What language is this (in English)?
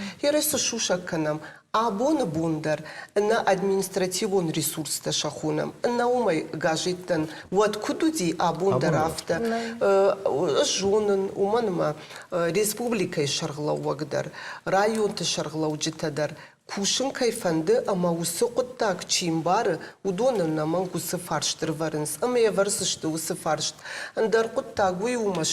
Ossetic